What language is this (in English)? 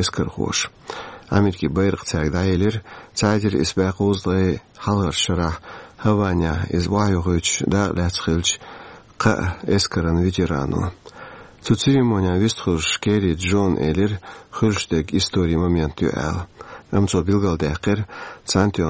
Chechen